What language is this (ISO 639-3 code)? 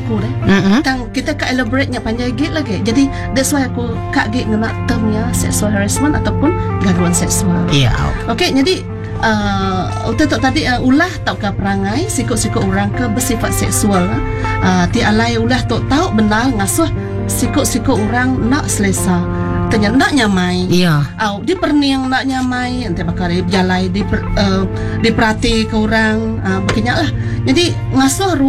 iba